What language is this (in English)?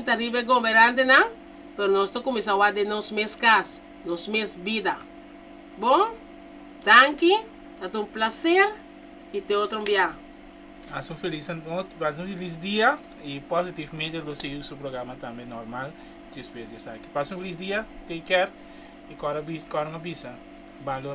Papiamento